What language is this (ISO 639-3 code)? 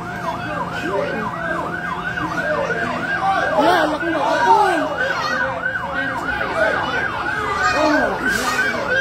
fil